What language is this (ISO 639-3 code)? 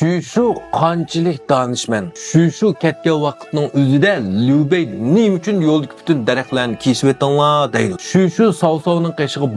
uig